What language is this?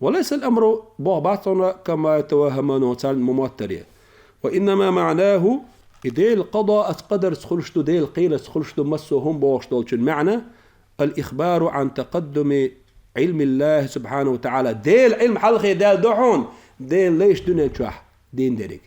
Chechen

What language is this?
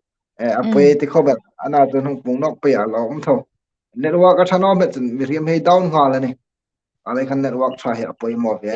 Hmar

